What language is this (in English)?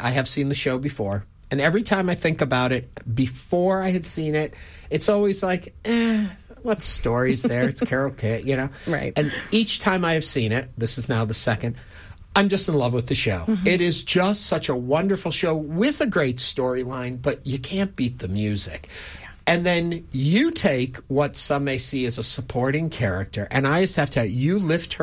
English